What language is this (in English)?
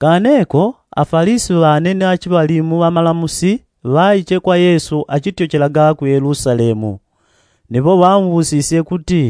Yao